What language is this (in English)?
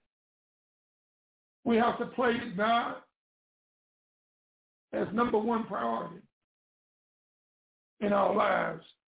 English